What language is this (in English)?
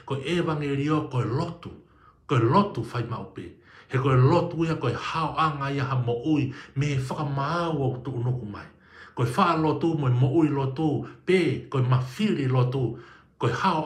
Tongan